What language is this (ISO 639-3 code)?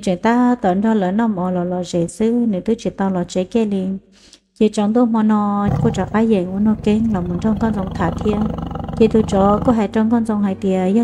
hmn